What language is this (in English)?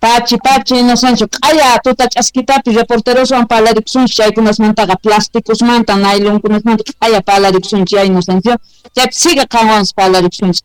South Bolivian Quechua